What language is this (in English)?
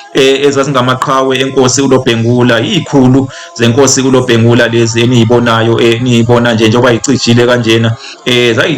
Zulu